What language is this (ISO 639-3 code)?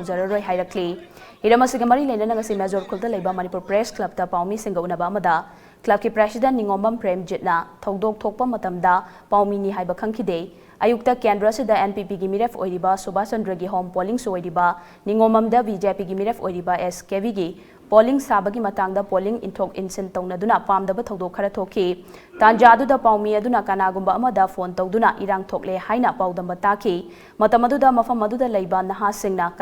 mni